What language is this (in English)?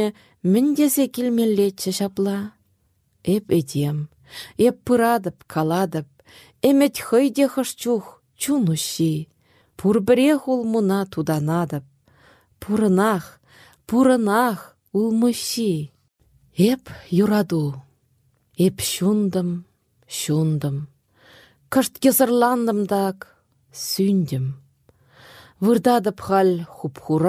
Chuvash